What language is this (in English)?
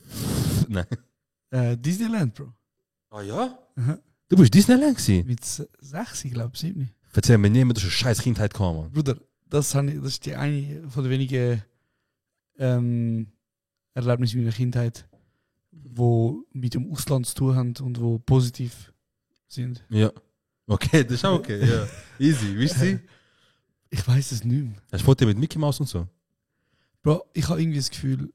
Swiss German